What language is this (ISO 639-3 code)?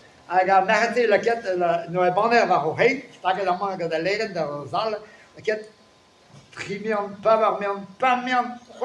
bre